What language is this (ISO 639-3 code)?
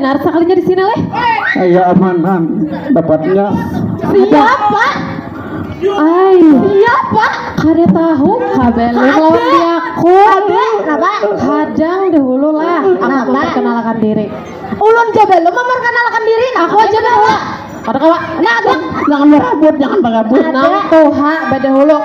bjn